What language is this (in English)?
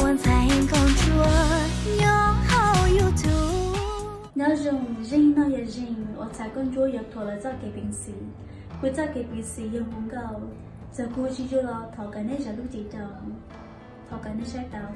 Hmong